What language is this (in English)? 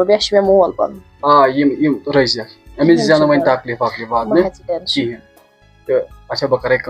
Kashmiri